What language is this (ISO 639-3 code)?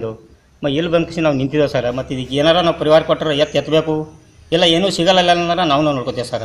kan